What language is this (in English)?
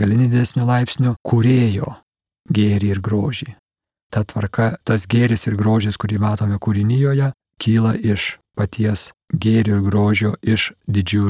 Lithuanian